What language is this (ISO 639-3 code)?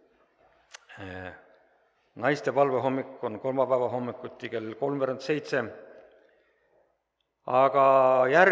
est